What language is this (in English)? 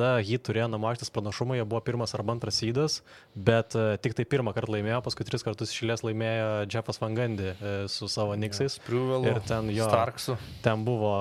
Lithuanian